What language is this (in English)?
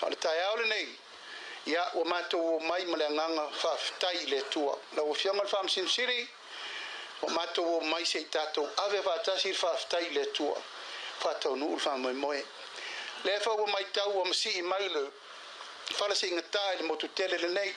Samoan